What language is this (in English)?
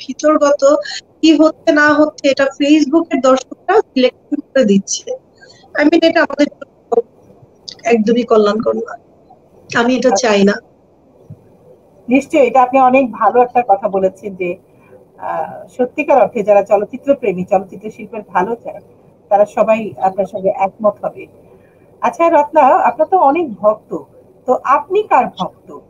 Bangla